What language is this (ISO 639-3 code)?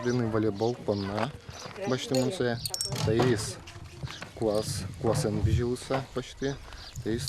udm